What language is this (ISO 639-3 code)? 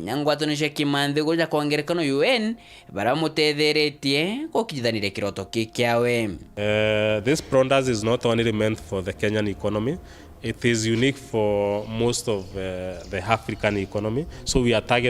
mer